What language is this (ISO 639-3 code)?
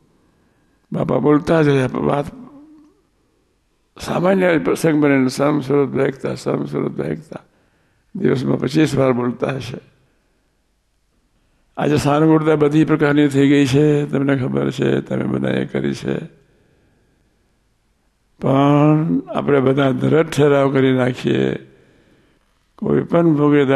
guj